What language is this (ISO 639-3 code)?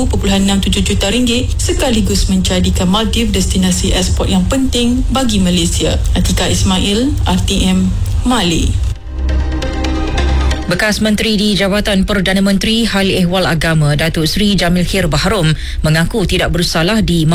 msa